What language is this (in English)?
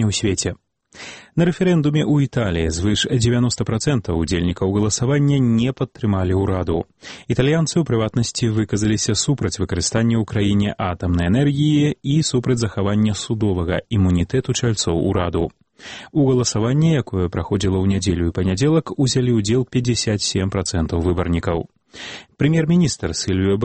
Belarusian